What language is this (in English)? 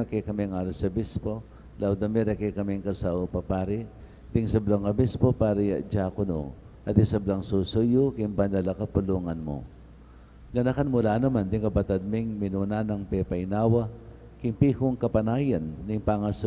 Pampanga